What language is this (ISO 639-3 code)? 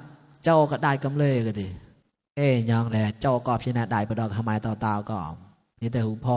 mnw